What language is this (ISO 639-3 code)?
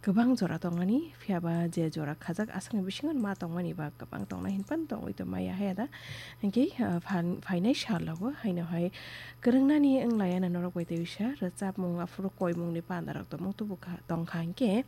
trp